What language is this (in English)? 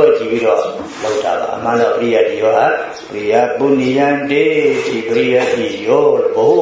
Burmese